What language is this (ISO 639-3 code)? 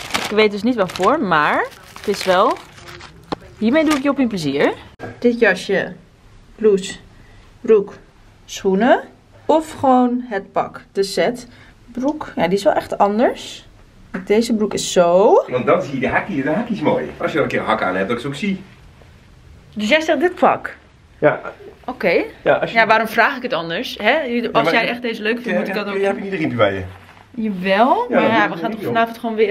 nld